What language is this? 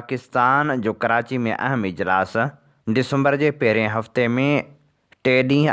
Sindhi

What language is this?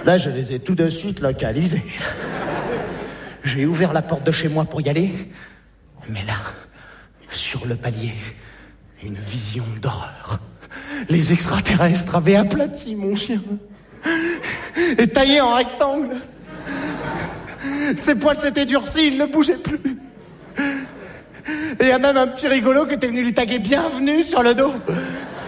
French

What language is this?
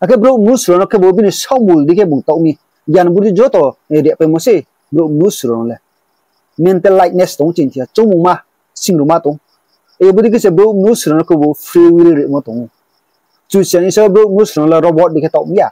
Riang (India)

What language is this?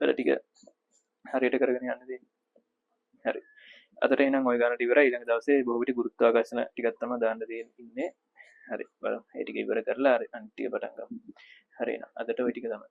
Sinhala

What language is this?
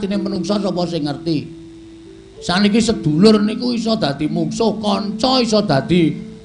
Javanese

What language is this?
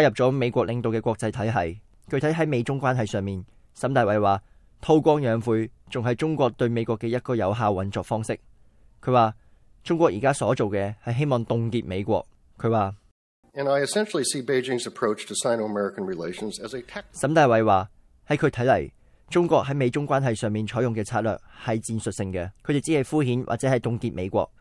Cantonese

